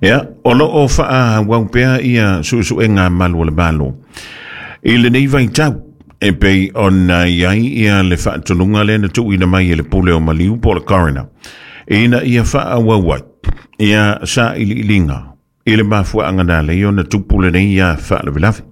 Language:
Samoan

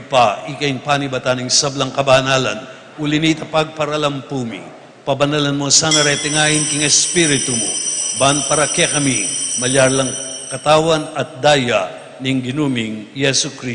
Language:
Pampanga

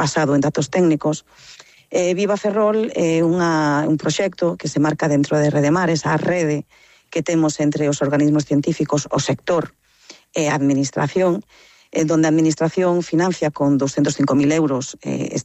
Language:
Galician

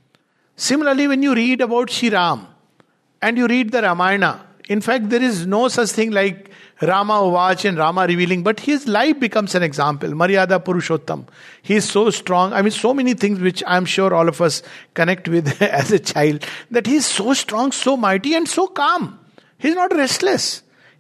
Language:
English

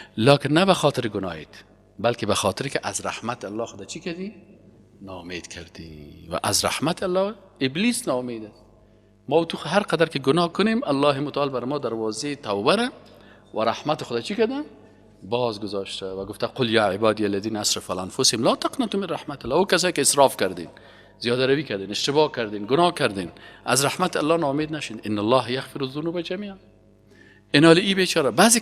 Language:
Persian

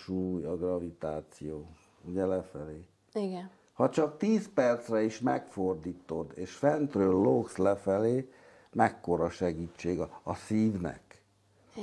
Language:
Hungarian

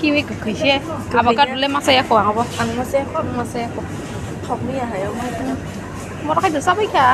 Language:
Kok Borok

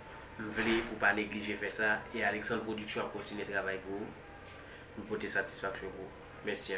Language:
Haitian Creole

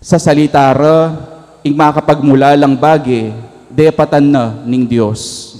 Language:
Pampanga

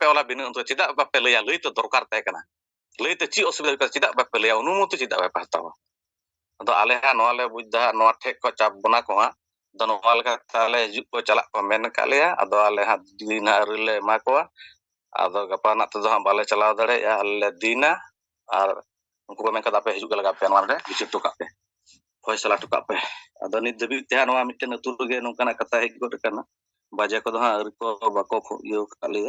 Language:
Santali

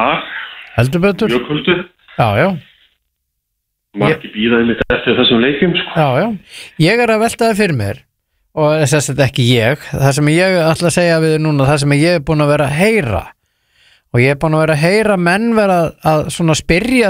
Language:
Icelandic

